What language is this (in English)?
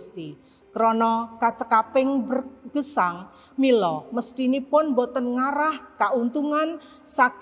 Javanese